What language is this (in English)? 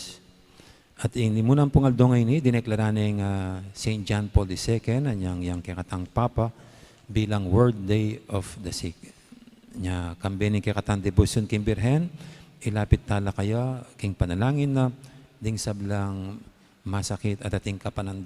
Pampanga